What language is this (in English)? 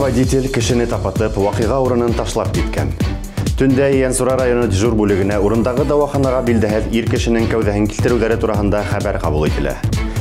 Bashkir